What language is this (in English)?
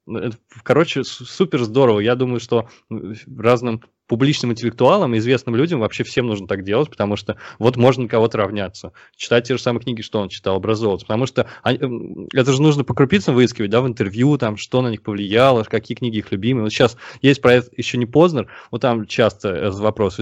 Russian